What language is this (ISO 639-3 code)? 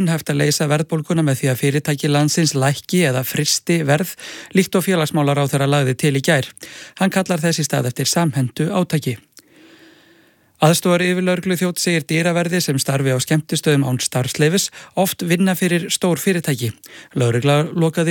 isl